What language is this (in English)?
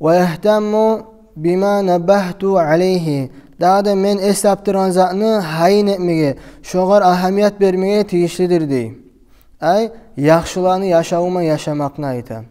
Kumyk